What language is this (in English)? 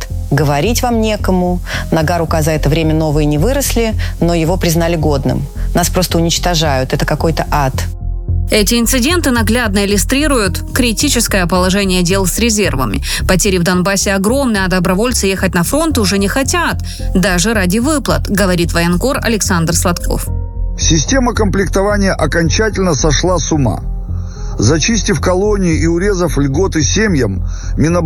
Russian